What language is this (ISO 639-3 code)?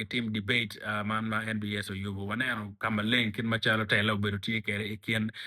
ach